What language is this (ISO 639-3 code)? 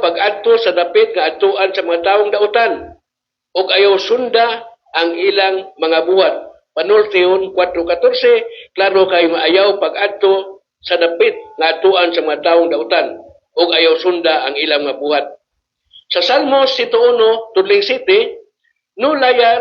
ceb